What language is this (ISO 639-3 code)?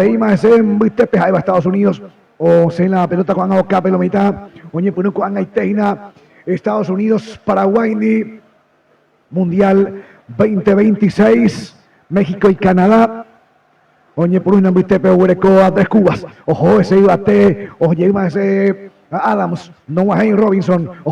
grn